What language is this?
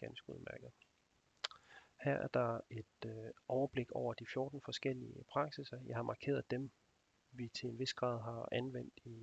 Danish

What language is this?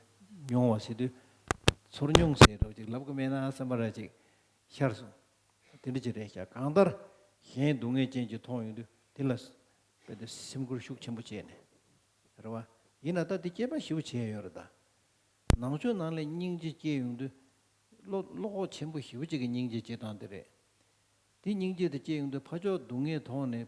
Tibetan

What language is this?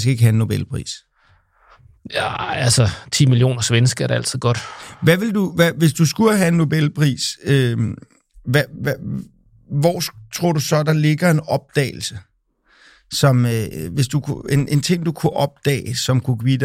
Danish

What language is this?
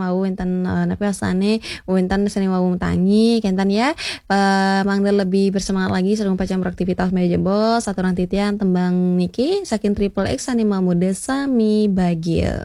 Balinese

